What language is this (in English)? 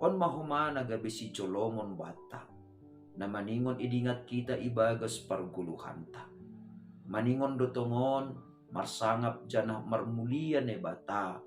Batak Simalungun